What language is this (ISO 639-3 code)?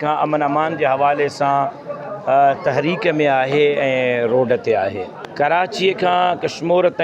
snd